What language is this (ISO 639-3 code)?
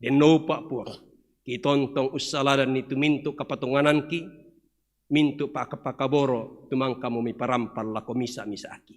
sda